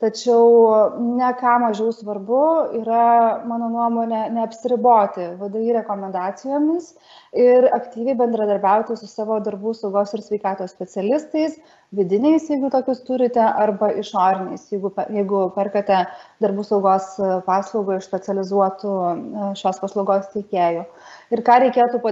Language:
Lithuanian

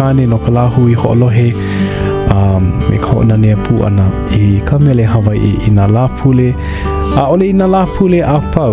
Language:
Hawaiian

